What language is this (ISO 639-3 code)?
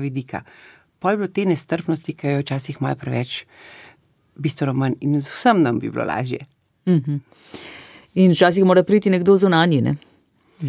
slv